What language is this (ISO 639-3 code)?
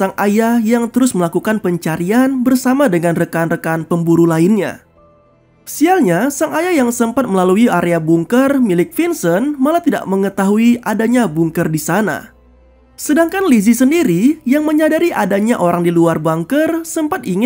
ind